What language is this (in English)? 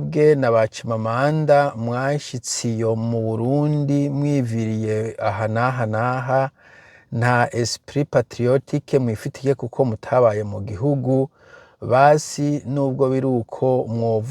Rundi